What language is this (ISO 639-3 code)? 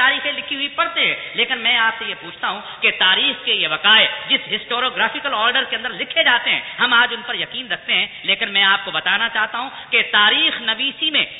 urd